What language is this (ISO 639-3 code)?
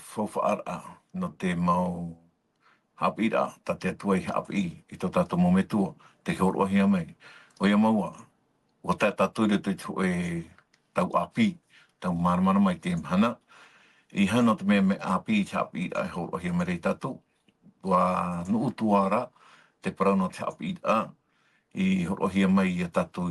tah